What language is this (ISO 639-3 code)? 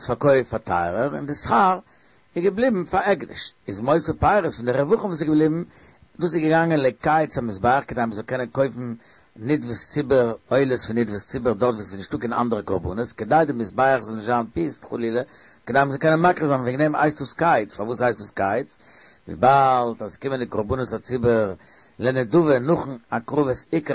yid